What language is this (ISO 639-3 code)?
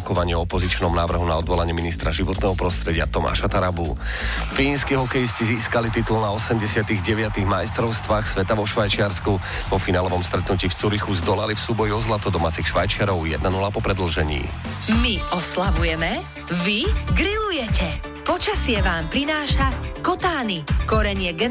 slk